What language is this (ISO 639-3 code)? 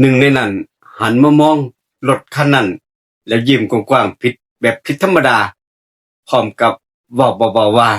tts